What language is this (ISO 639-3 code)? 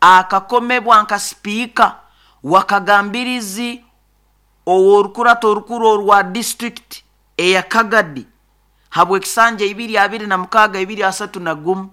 nyo